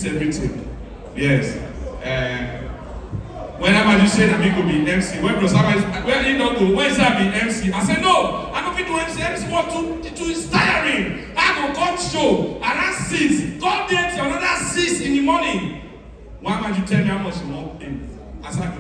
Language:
Nigerian Pidgin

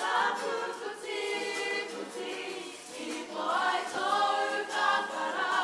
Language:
Māori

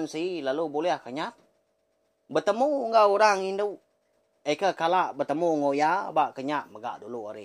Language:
Iban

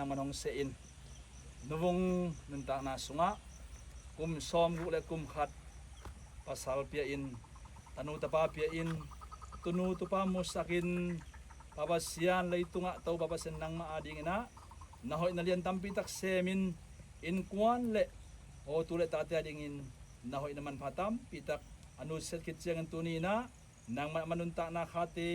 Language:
Tedim Chin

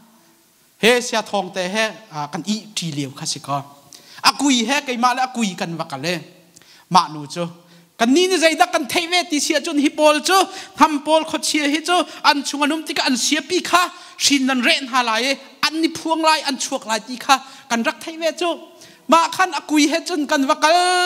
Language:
Hakha Chin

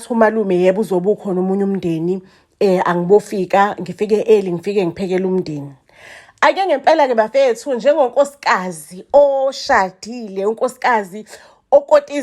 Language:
Zulu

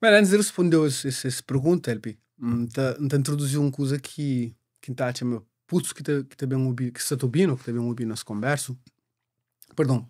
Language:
Kabuverdianu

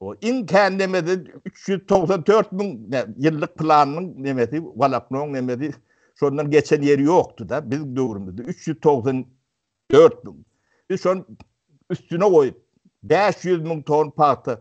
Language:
Turkmen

